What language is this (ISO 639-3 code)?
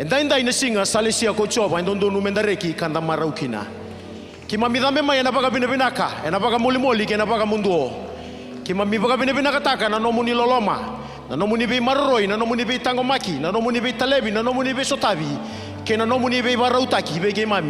fij